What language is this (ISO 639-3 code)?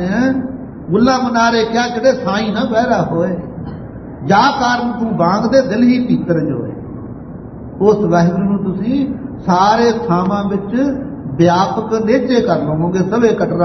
pan